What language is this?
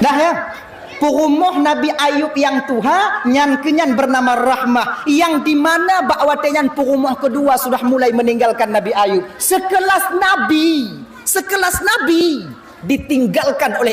Achinese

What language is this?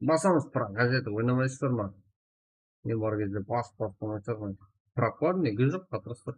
Kara-Kalpak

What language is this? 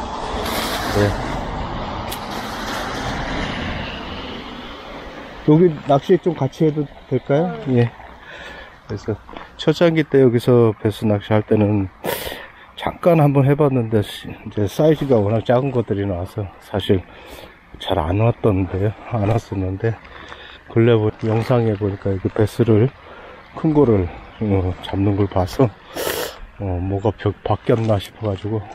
Korean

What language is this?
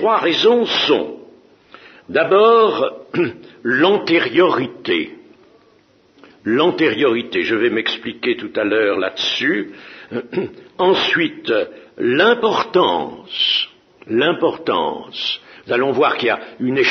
French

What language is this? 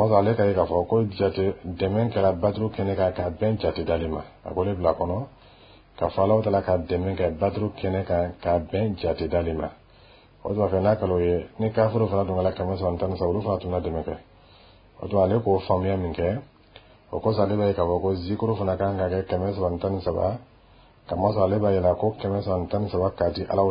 Dyula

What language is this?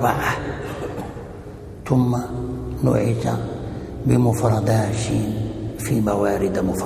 Arabic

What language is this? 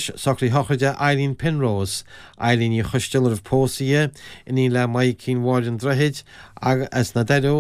Irish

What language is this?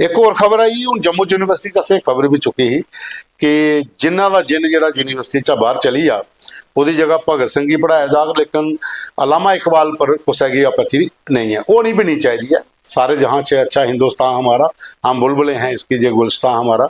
Dogri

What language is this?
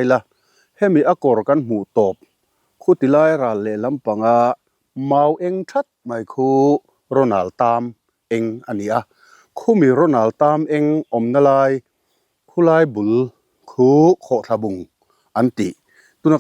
Mizo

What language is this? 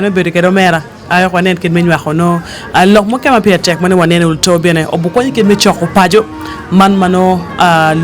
Acoli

